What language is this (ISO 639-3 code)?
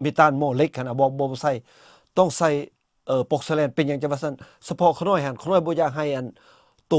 lao